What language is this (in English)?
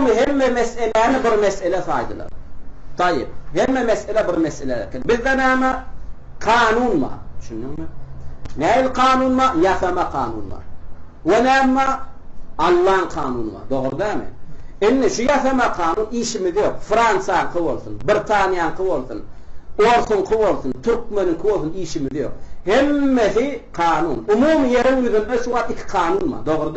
Turkmen